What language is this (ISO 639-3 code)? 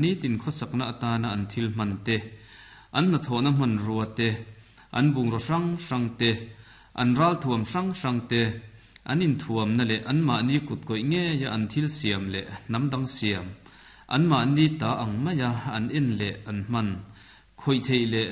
lus